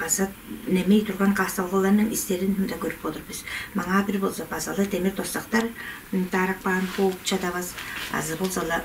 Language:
Tuvinian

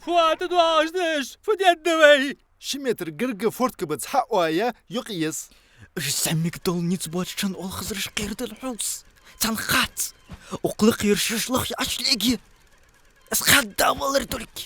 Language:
Ingush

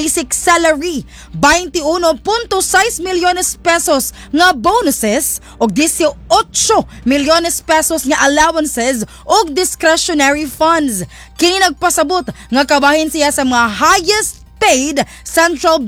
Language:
Cebuano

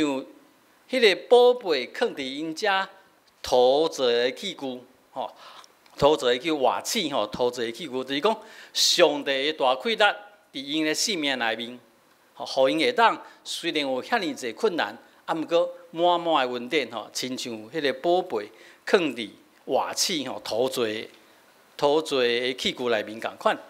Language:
Min Nan Chinese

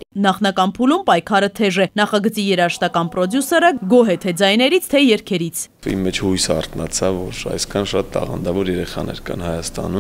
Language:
Armenian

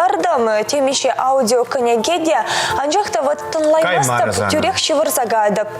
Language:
Chuvash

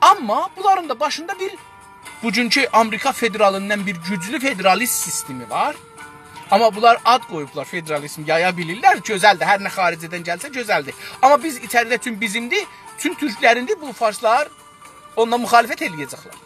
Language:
South Azerbaijani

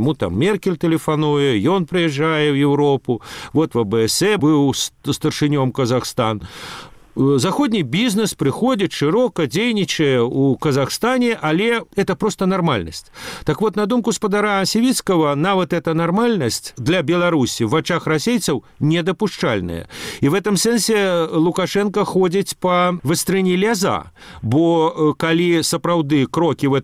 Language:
Belarusian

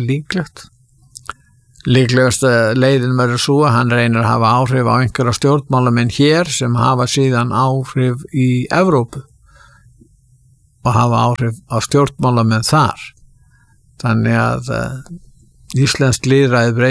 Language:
Icelandic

